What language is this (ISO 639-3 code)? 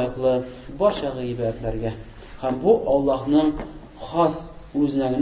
tat